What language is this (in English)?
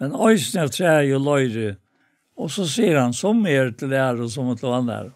Faroese